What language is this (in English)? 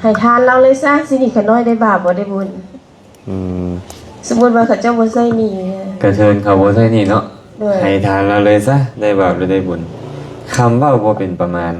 Lao